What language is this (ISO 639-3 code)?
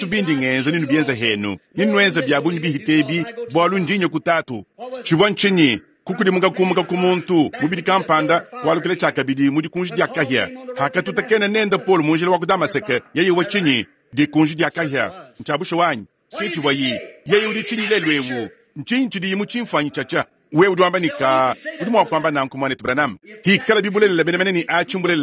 lua